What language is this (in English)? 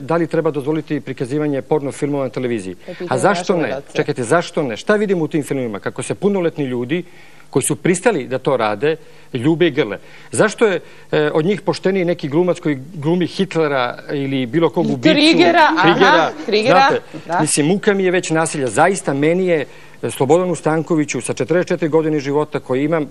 Serbian